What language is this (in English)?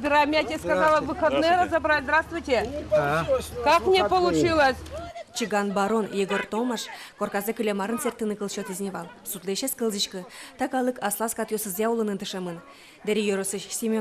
Udmurt